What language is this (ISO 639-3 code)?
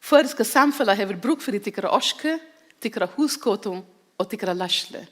fao